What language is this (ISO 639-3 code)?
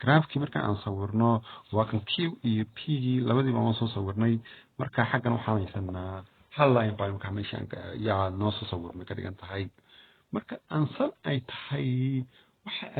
som